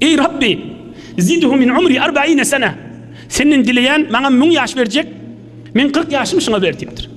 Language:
Turkmen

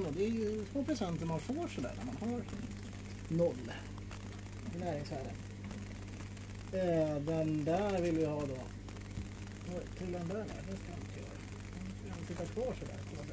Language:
Swedish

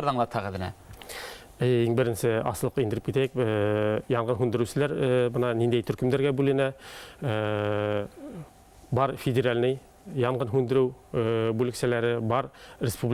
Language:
Bashkir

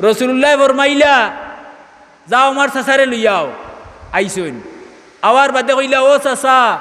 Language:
Sylheti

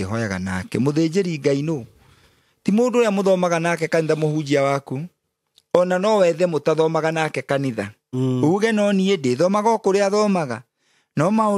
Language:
Kikuyu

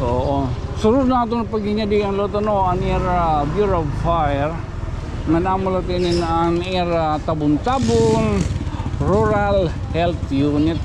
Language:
Waray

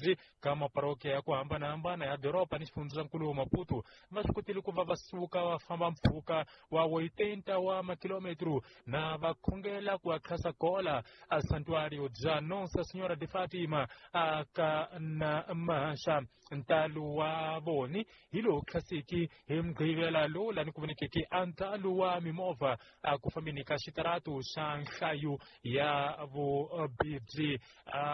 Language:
Tsonga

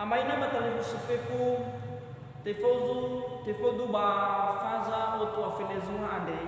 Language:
Nias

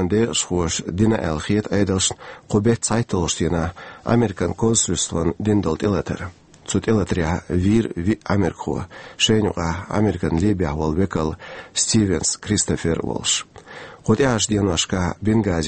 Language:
Chechen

